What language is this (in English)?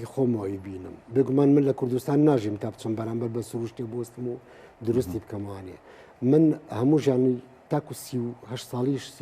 Central Kurdish